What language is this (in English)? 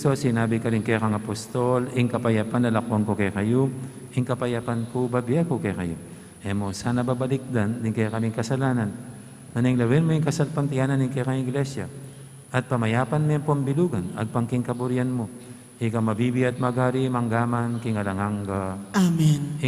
Pampanga